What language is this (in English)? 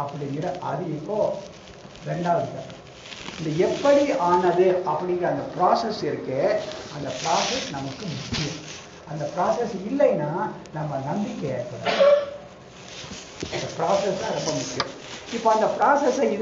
Tamil